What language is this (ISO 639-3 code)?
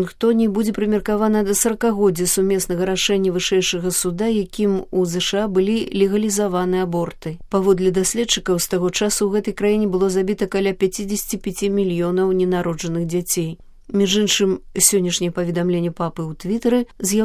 bel